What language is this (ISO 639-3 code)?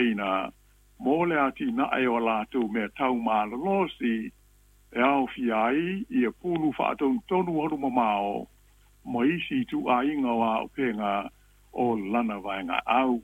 smo